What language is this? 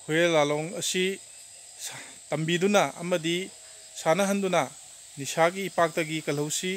Manipuri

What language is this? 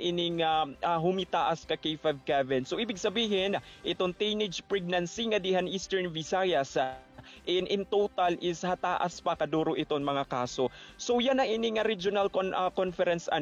Waray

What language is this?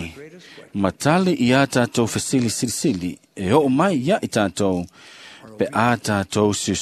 Samoan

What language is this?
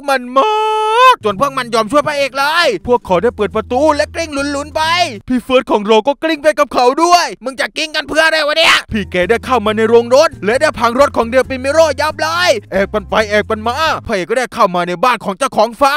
Thai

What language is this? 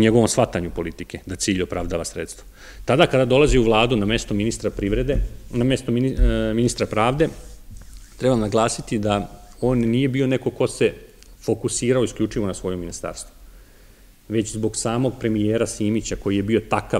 Serbian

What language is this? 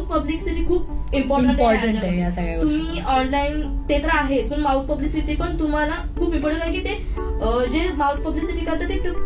Marathi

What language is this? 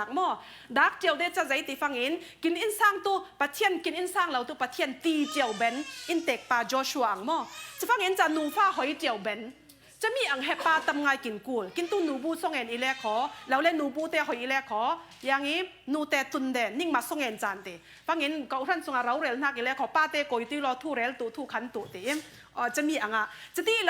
Falam Chin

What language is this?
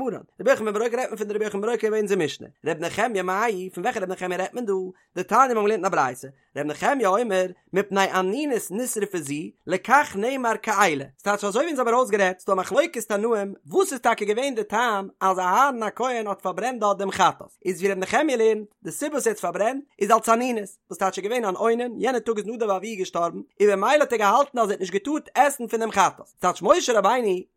Yiddish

